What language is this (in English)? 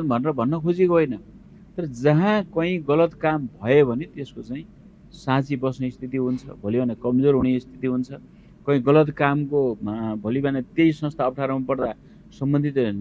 Nepali